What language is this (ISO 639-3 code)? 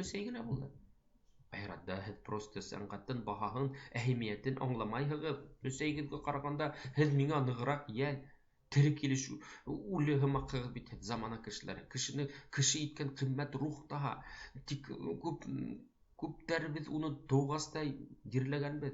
bak